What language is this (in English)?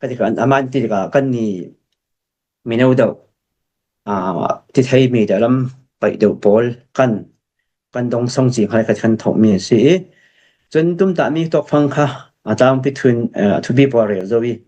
Falam Chin